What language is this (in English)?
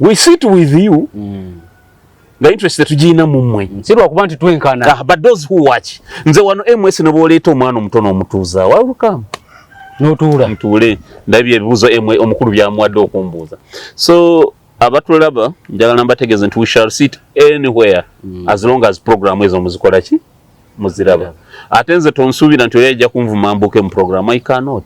Ganda